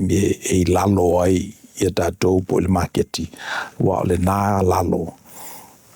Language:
Samoan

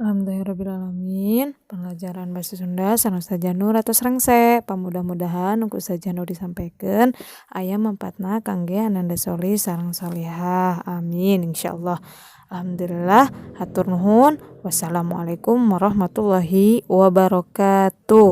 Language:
Sundanese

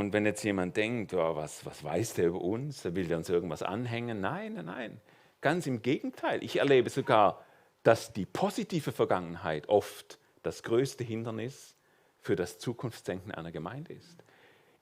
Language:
Swiss German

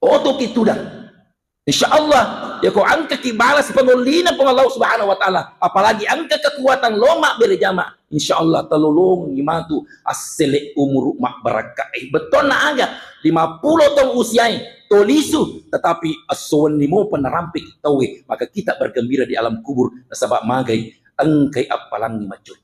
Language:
Buginese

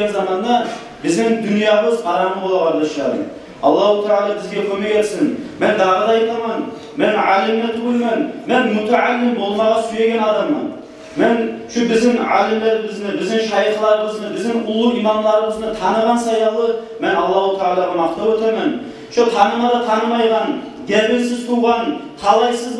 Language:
Kumyk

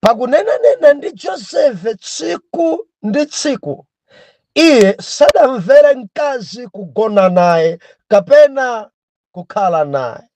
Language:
Nyanja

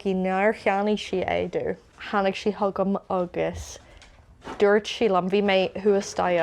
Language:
Irish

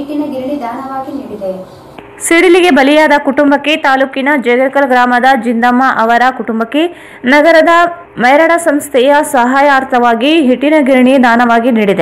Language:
Kannada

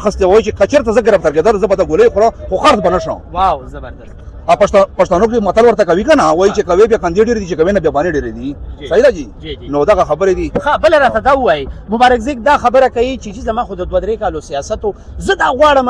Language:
Pashto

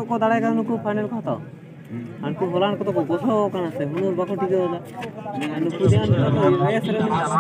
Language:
Santali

